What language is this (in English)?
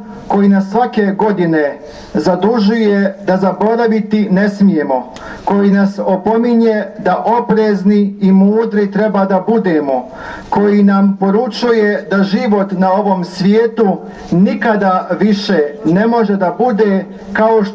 Bosnian